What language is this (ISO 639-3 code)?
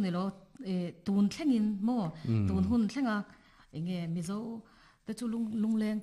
lus